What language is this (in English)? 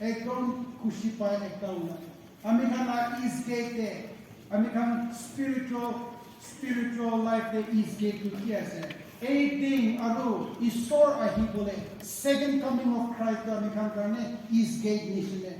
Naga Pidgin